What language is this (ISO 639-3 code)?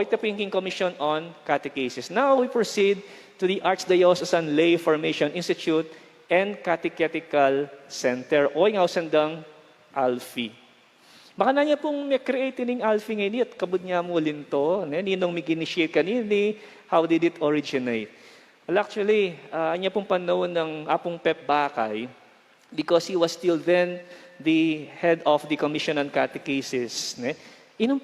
pam